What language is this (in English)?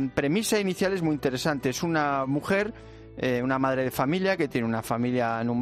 Spanish